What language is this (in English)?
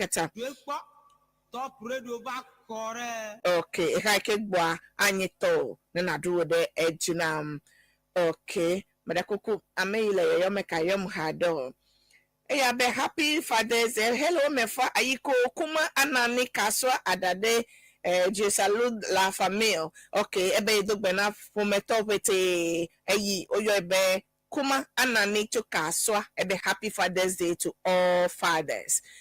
Ewe